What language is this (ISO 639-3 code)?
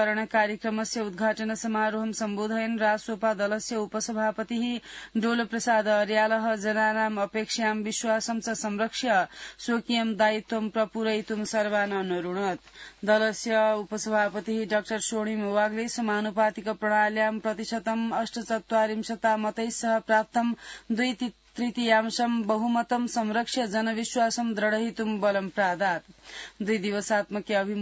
san